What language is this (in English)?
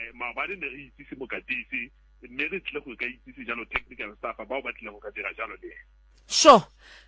Tswana